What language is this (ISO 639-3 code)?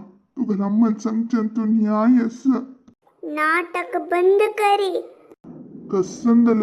kok